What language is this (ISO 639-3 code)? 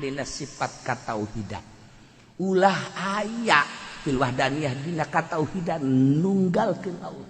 sun